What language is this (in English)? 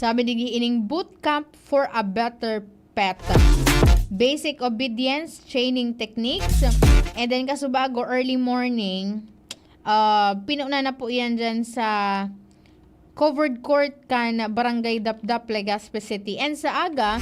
Bikol